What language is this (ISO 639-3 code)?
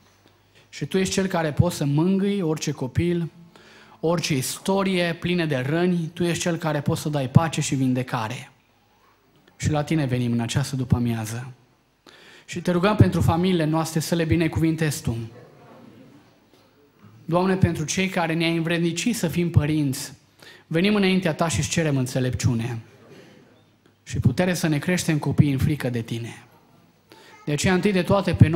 ron